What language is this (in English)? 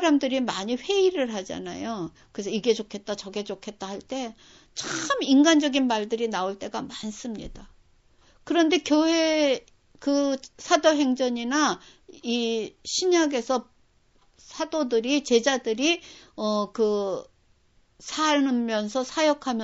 Korean